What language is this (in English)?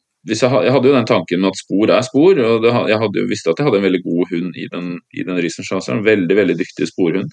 Norwegian